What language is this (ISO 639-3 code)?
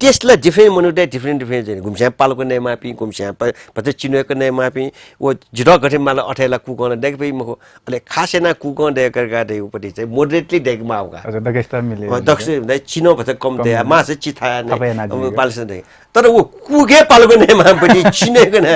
new